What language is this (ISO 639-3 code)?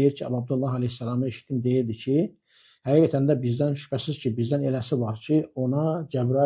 aze